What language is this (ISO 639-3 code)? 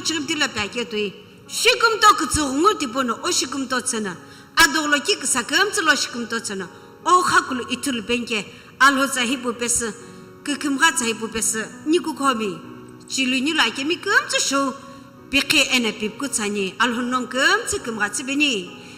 nsm